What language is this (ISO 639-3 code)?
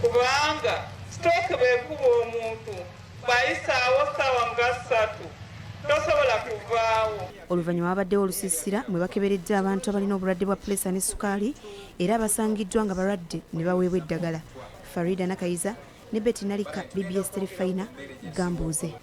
lug